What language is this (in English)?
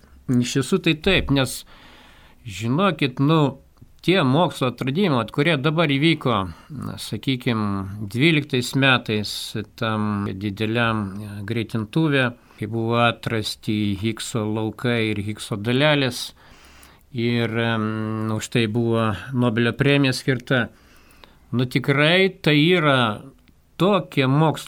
Lithuanian